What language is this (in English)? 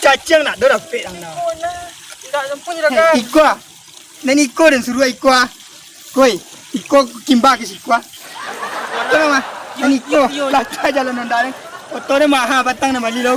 Minangkabau